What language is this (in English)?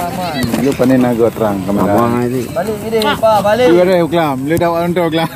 Achinese